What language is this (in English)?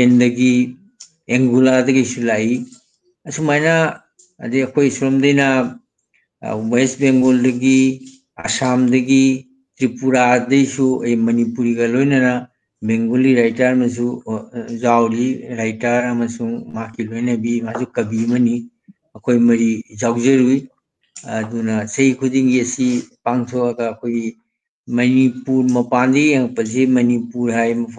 Manipuri